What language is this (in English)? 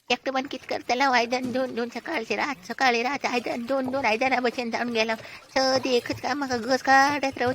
Konkani